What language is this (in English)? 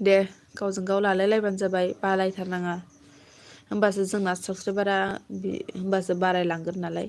Bodo